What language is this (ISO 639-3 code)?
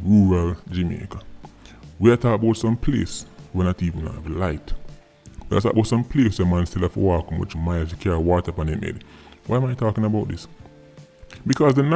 jam